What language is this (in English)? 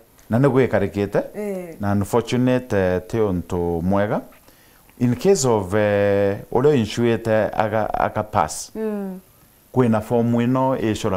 Meru